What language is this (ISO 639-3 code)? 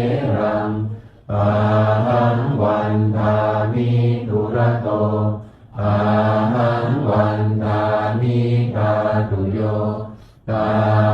pli